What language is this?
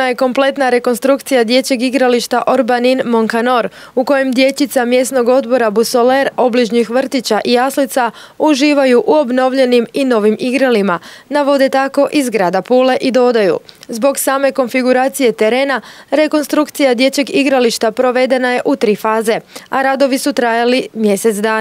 Croatian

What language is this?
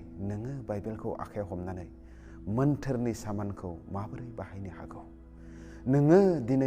Bodo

